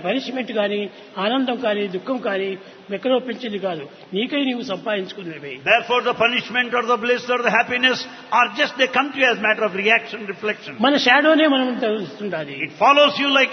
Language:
Telugu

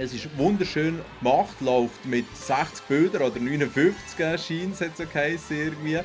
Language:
Swiss German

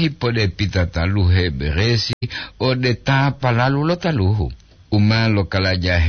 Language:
Gorontalo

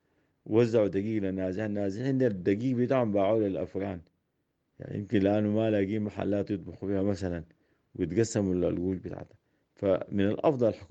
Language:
Sudanese Arabic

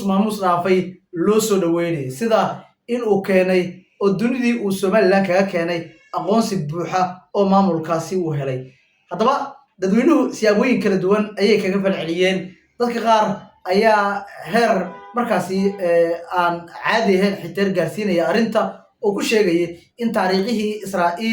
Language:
Somali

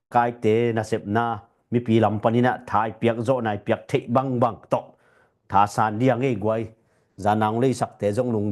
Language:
Tedim Chin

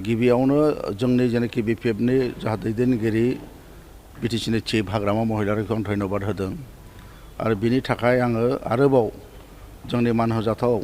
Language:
Bodo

